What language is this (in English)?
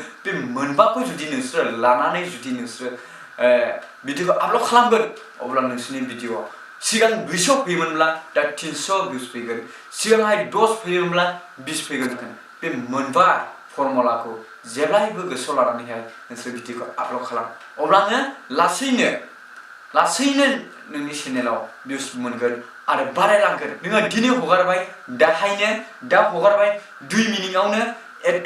Bodo